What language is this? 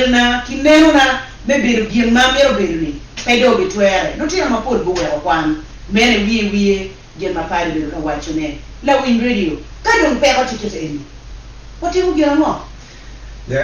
Acoli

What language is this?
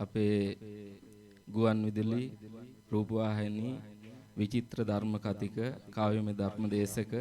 Sinhala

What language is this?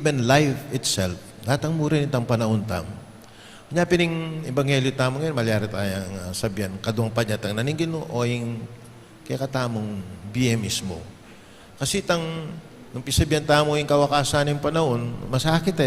Pampanga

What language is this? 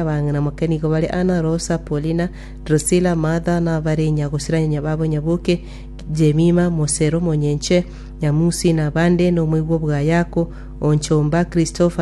Gusii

